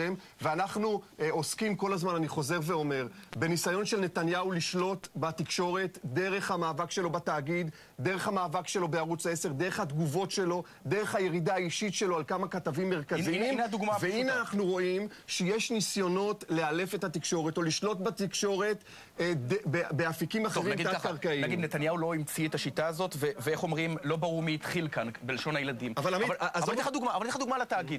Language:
Hebrew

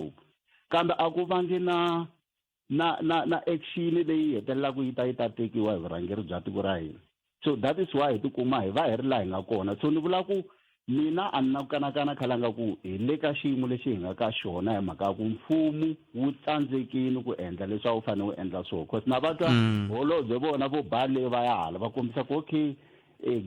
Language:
Tsonga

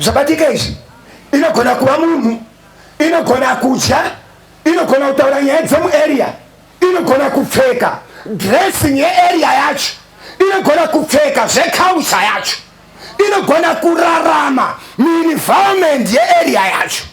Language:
Shona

